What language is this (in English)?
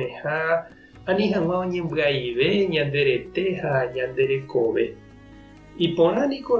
Guarani